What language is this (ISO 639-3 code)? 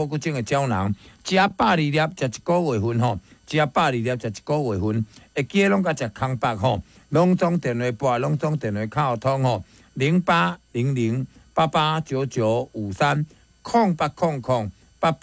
nan